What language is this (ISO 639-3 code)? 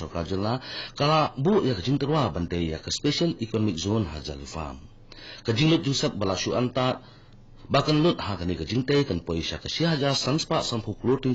kha